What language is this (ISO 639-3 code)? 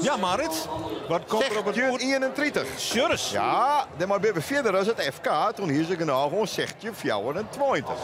fry